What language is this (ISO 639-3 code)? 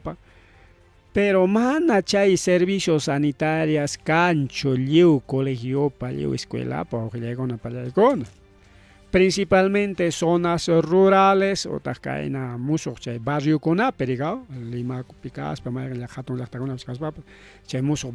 quy